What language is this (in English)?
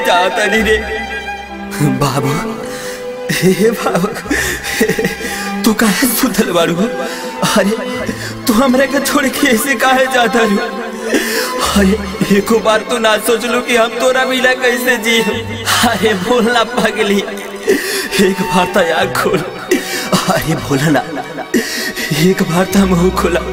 Bhojpuri